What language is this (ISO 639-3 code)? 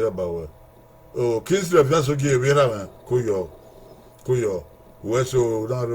bin